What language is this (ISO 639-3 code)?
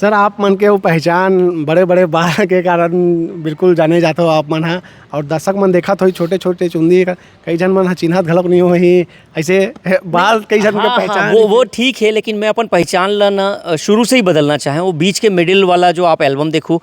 hne